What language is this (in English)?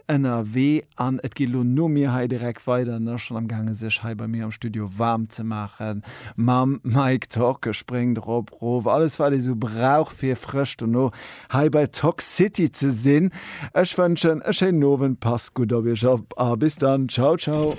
Luxembourgish